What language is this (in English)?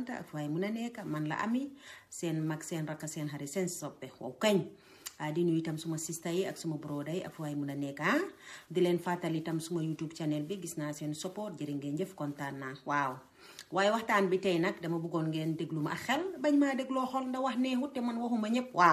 Wolof